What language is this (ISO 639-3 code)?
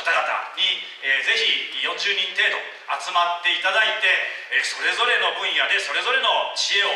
jpn